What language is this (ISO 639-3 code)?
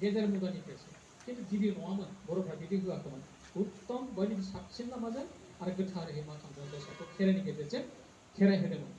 brx